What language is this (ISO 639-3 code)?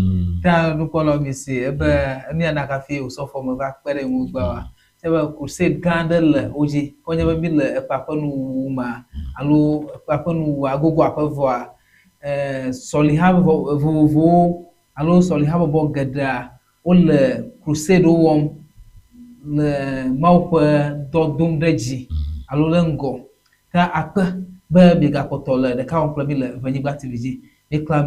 ewe